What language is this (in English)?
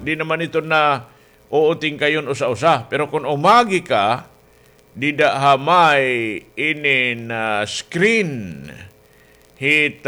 Waray